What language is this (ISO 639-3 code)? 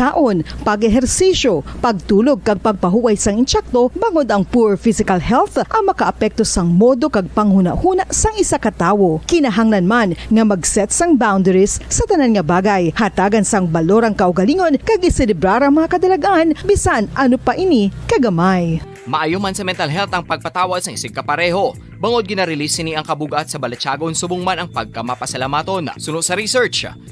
hil